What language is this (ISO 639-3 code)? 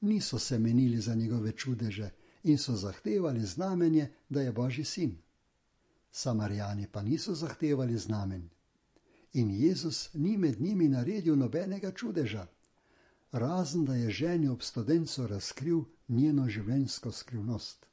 slv